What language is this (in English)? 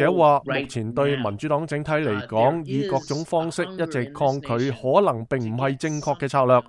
Cantonese